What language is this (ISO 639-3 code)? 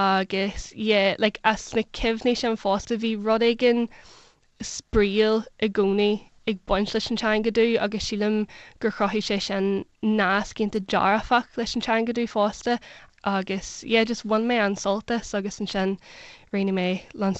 gle